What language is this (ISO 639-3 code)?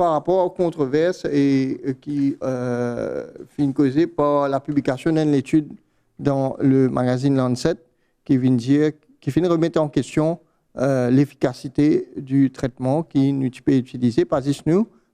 mfe